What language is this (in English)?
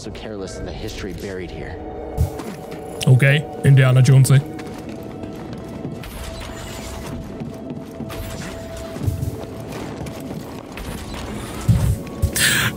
Czech